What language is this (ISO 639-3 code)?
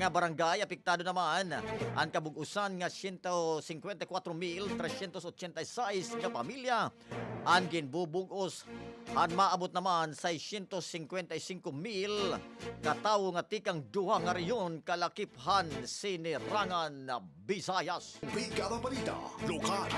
war